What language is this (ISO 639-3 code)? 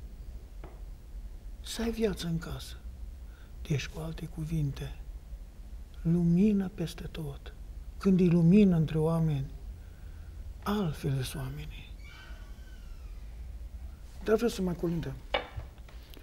ron